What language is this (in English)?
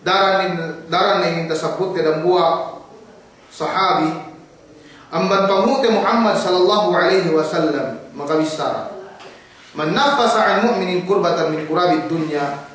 Yakan